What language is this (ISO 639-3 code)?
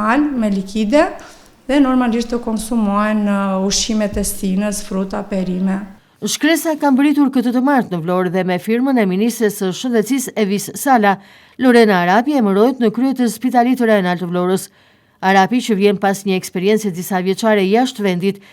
sqi